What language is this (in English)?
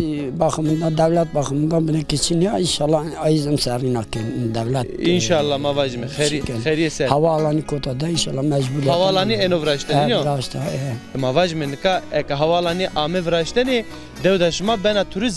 Zaza